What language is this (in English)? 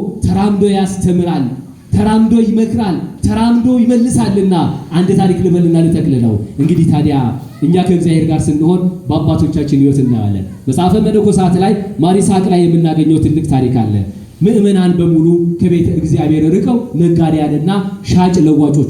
Amharic